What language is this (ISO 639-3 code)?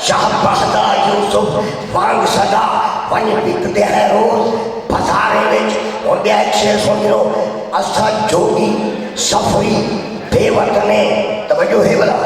skr